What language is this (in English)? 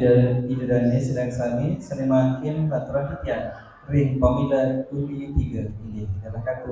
Balinese